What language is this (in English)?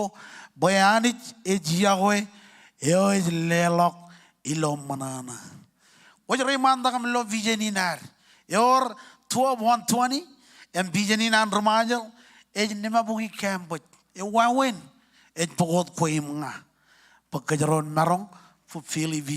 Marshallese